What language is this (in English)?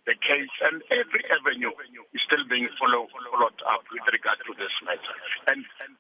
English